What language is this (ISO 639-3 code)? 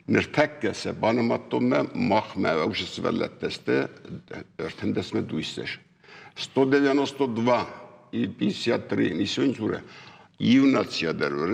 oss